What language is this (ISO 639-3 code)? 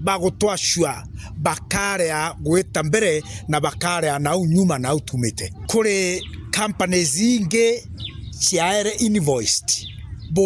mer